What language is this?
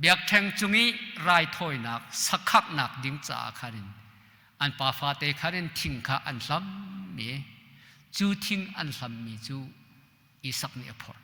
Hakha Chin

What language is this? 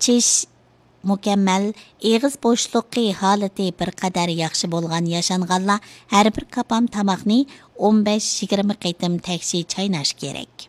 Uyghur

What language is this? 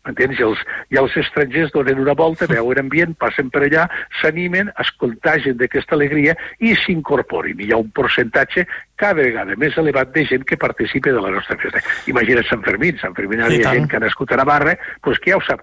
Catalan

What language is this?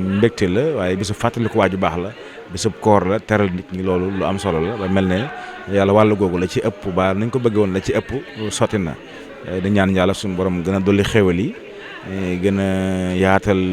Wolof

